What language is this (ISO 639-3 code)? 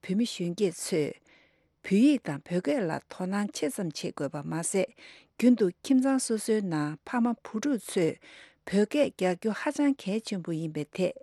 bod